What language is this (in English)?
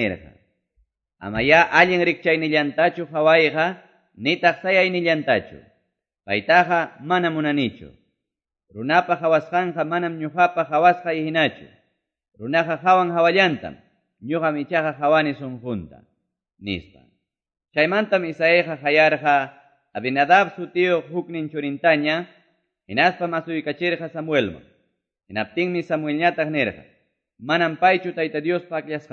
Quechua